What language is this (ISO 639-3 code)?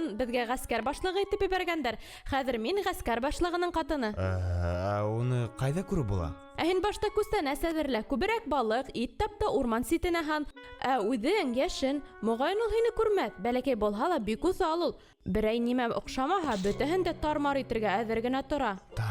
bak